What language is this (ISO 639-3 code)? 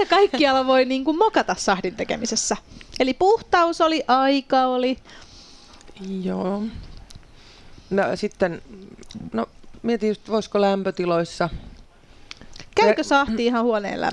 fin